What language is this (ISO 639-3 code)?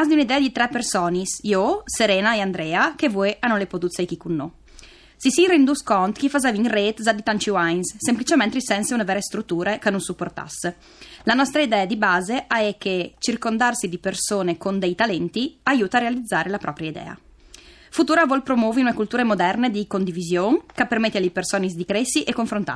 fur